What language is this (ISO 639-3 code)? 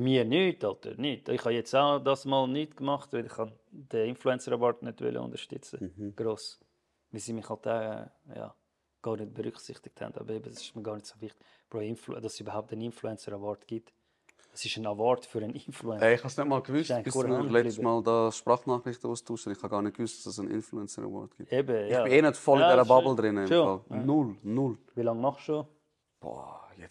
gsw